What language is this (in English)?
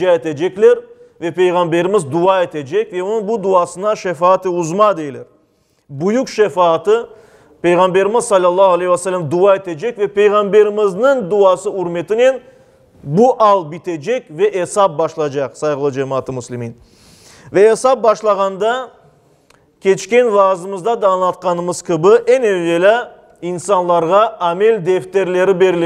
Crimean Tatar